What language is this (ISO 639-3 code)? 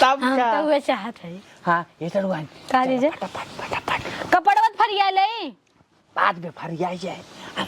awa